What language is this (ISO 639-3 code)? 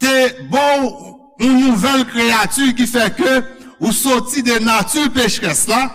hat